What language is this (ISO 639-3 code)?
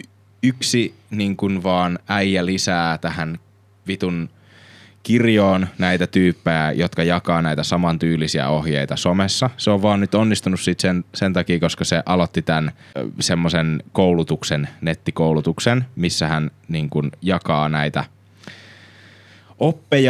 fin